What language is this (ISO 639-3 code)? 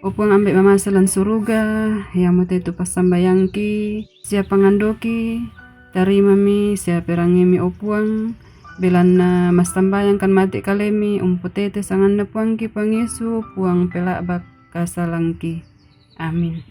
sda